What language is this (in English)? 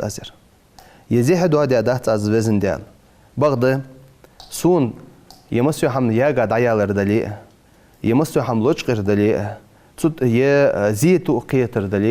Ingush